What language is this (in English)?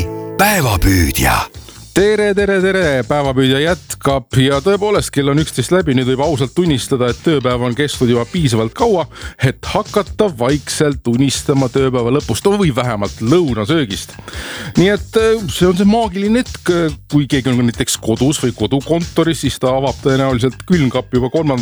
Estonian